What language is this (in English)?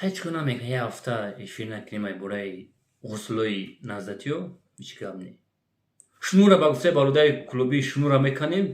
Tajik